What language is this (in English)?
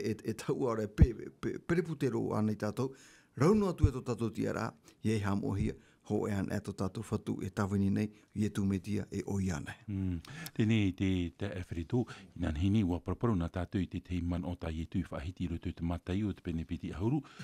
Tahitian